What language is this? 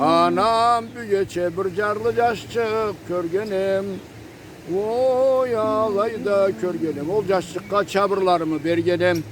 Karachay-Balkar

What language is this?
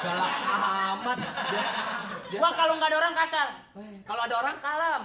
Betawi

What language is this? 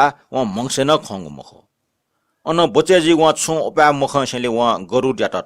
Newari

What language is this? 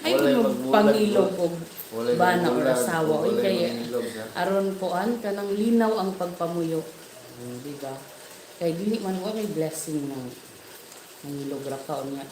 Cebuano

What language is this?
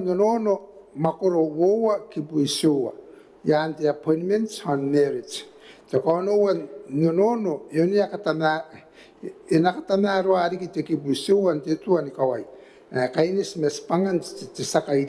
Gilbertese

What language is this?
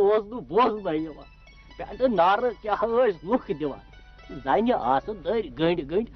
Kashmiri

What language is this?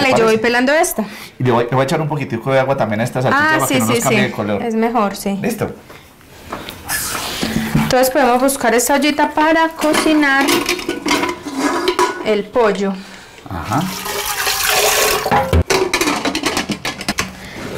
Spanish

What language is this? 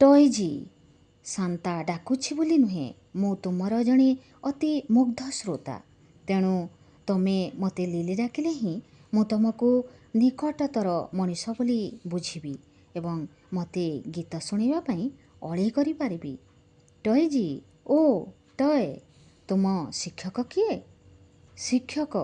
Odia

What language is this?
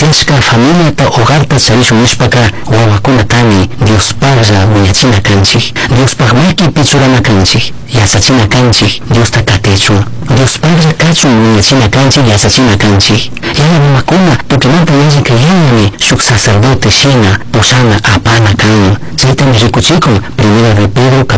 Chimborazo Highland Quichua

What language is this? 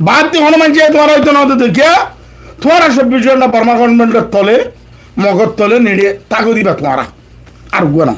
Rohingya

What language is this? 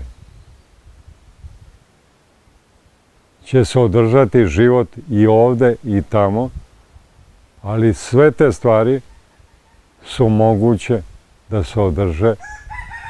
Serbian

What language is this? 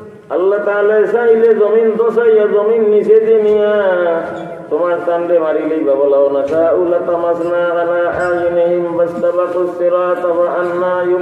Sylheti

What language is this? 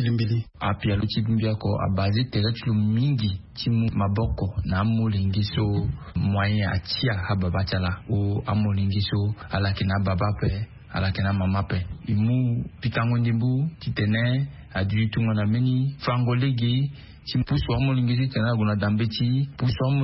Sango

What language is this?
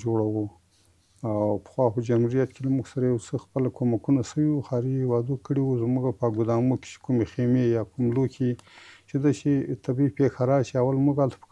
Pashto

